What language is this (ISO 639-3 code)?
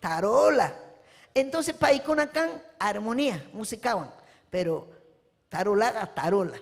quy